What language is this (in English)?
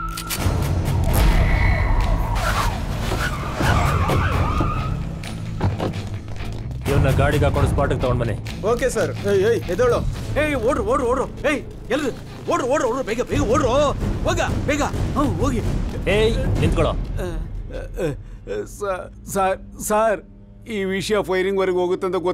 Kannada